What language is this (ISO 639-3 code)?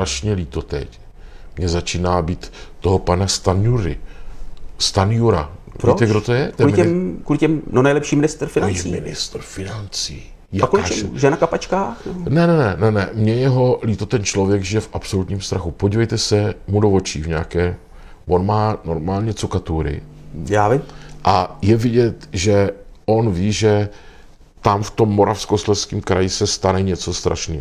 ces